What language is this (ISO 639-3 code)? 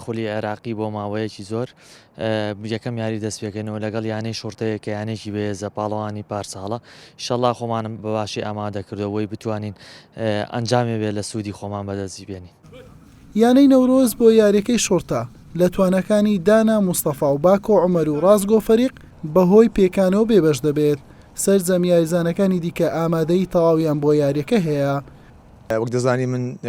ckb